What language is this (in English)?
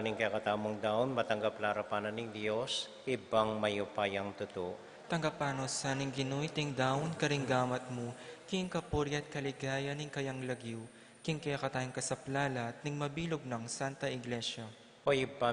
Pampanga